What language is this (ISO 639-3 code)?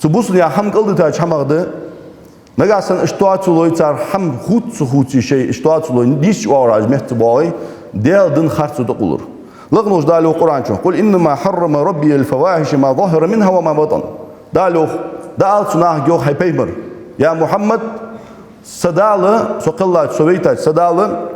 inh